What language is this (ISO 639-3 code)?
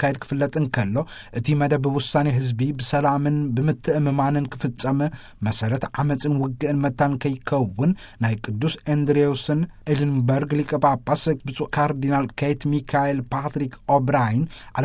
tir